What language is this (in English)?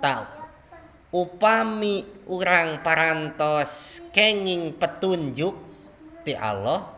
Sundanese